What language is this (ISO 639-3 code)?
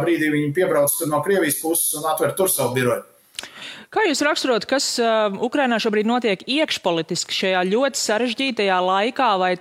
lav